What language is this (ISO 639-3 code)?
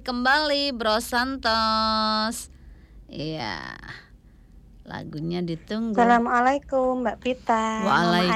ind